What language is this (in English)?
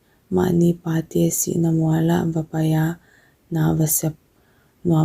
Paite Chin